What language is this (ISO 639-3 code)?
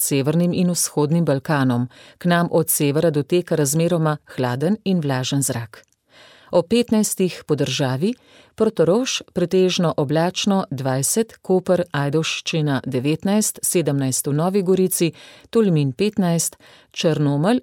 slv